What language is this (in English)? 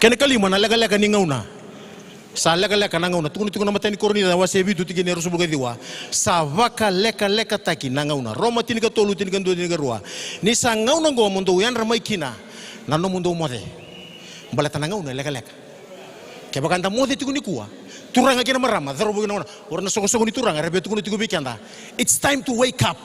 Fijian